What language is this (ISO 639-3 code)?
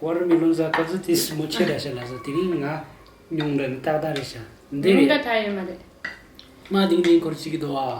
bod